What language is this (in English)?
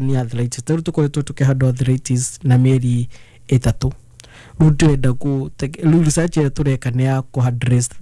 Kikuyu